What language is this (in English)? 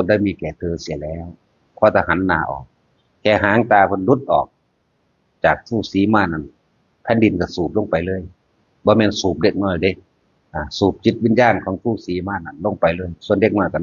Northeastern Thai